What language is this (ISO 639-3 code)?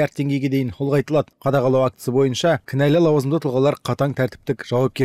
kaz